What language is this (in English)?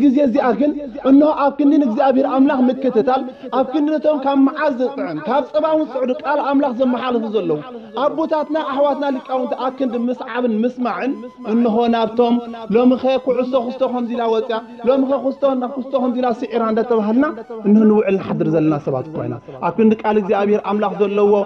Tigrinya